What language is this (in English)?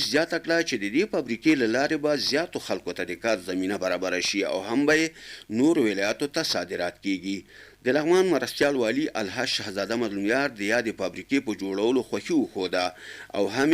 Pashto